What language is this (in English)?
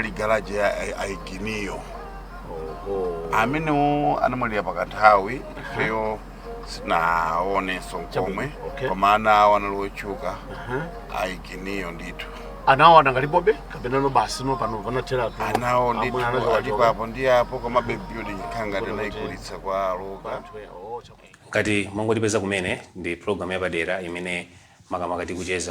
Nyanja